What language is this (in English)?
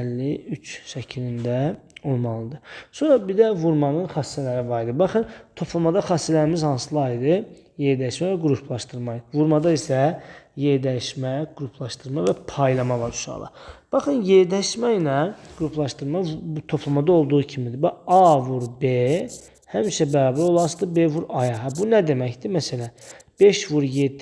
Azerbaijani